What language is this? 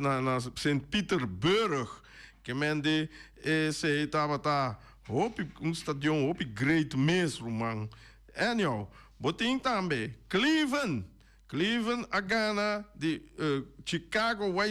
Papiamento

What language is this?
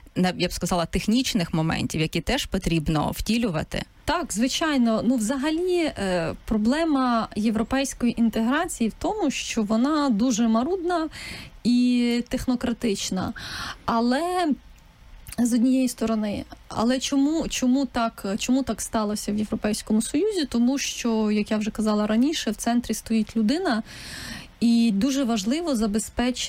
Ukrainian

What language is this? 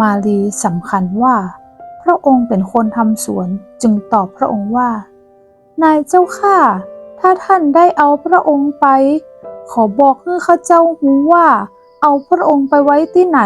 Northern Thai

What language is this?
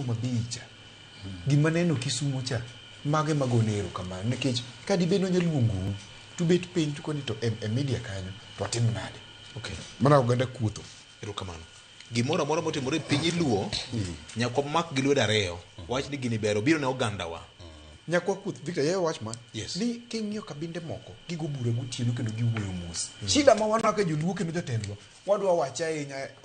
Luo (Kenya and Tanzania)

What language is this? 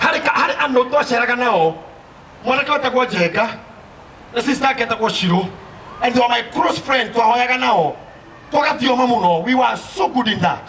Kikuyu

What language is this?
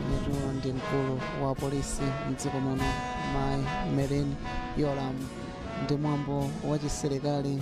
Nyanja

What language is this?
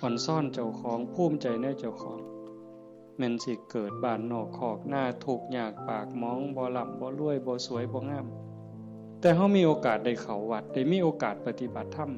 Northeastern Thai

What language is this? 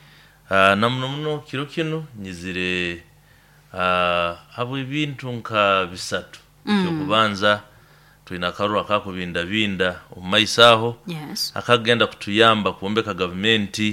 Nyoro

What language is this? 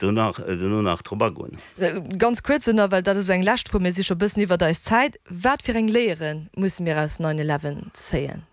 Luxembourgish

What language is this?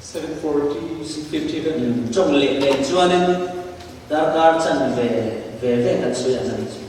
Falam Chin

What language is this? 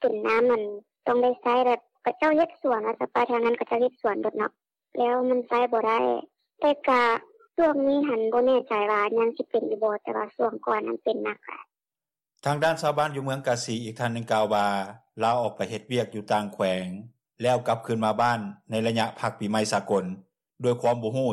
Lao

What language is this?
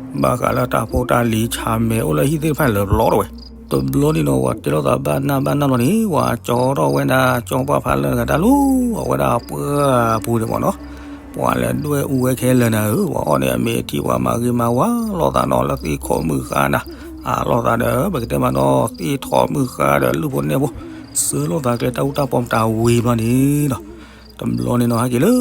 S'gaw Karen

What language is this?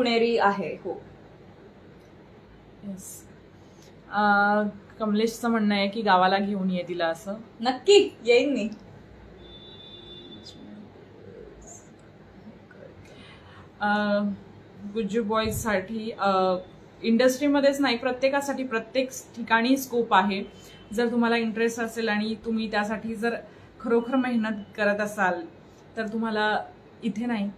Marathi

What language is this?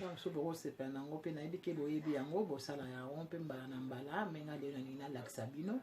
Lingala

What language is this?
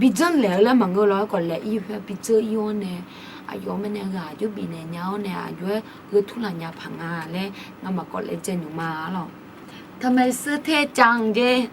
Akha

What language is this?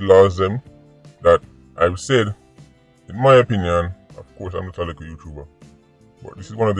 Jamaican Creole English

